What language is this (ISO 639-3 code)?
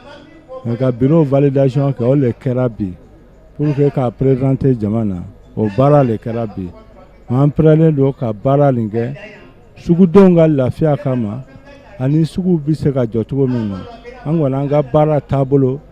bam